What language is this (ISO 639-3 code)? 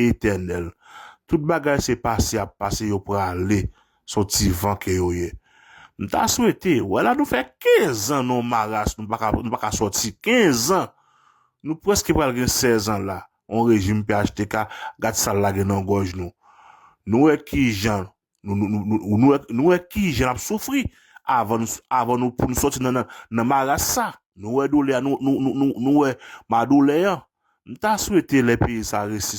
hat